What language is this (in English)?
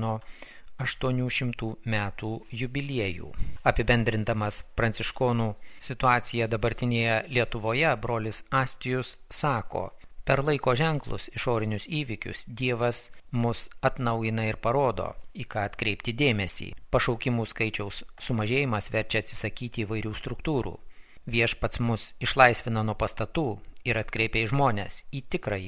Lithuanian